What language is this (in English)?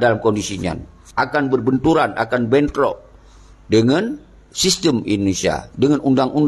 Achinese